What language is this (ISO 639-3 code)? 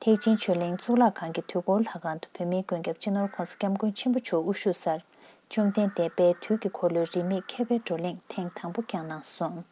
bod